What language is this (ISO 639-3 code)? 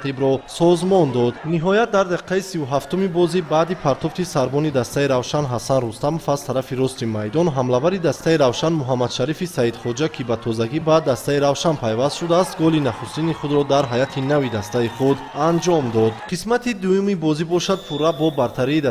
tgk